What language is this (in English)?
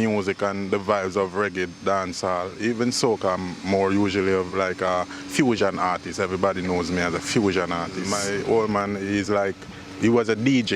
Jamaican Creole English